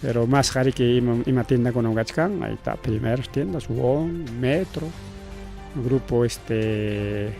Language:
Ayacucho Quechua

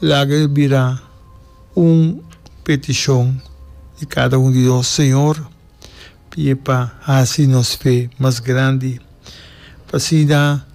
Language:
Papiamento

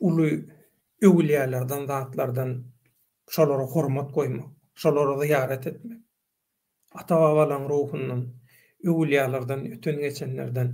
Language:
Turkmen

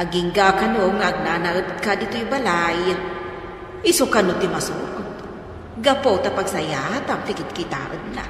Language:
Iloko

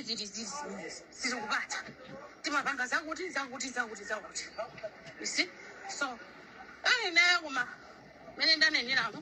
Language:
Nyanja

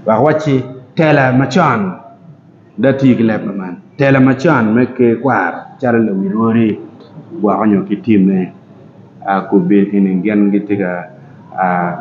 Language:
Acoli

